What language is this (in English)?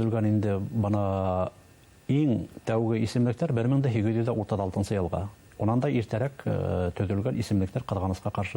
Bashkir